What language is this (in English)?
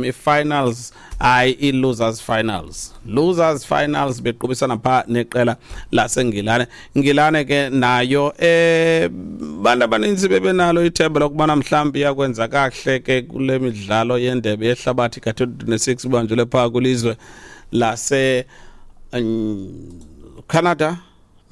Xhosa